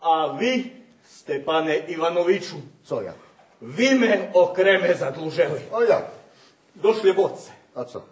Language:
Rusyn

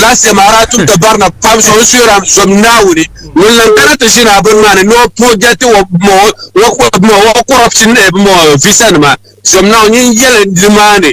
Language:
Dagbani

